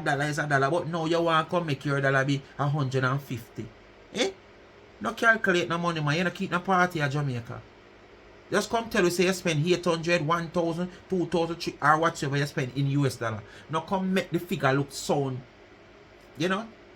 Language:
Jamaican Creole English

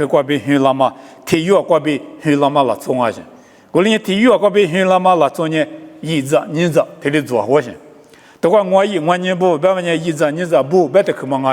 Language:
Lisu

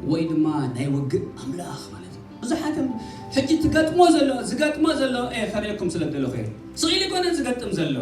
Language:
Tigrinya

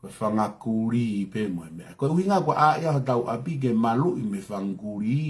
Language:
Tongan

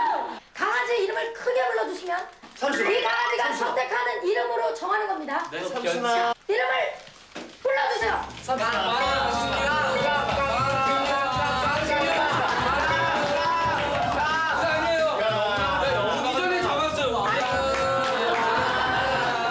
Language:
Korean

